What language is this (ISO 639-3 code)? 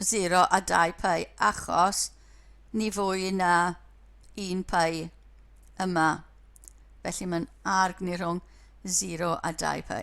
cym